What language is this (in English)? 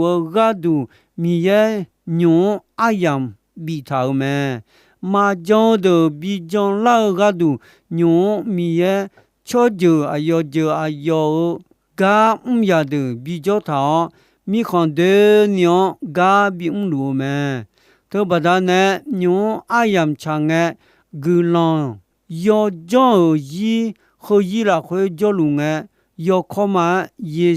Akha